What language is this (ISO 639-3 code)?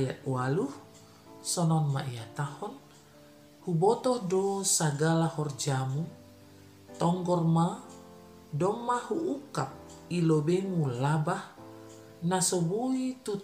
bts